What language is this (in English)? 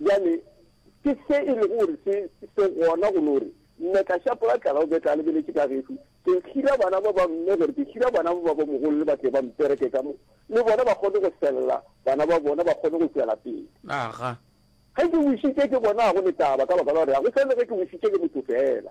Northern Sotho